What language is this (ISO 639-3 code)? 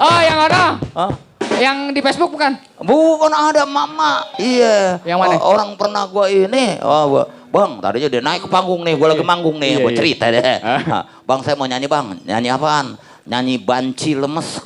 bew